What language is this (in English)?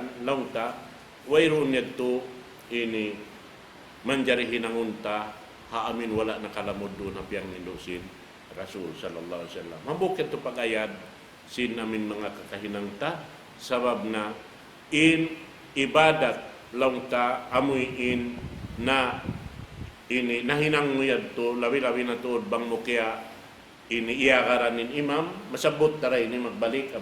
Tausug